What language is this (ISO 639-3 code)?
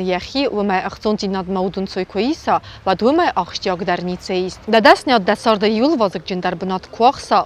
oss